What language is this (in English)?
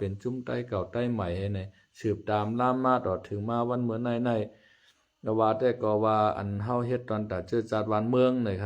Shan